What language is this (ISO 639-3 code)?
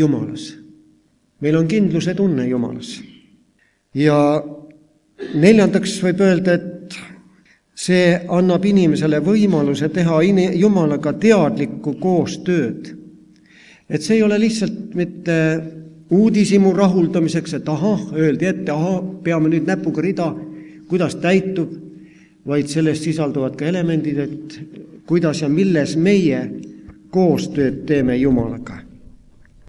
est